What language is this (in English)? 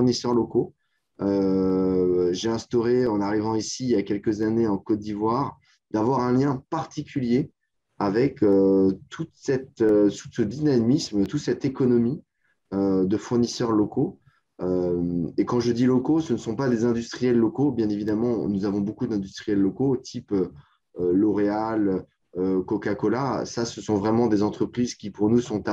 French